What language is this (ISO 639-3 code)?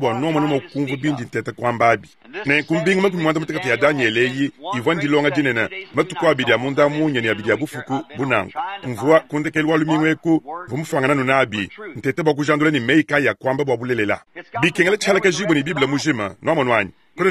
lua